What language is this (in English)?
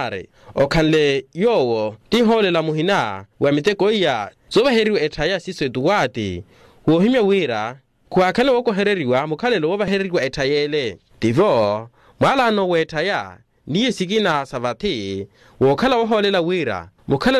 Makhuwa